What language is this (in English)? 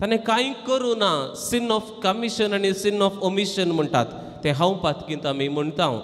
Konkani